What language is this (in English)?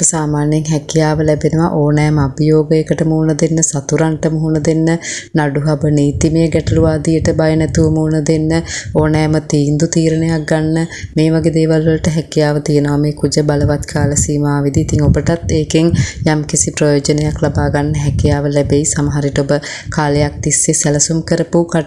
Sinhala